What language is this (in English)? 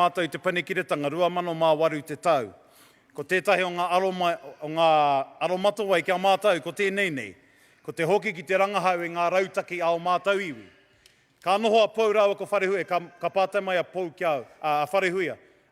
Māori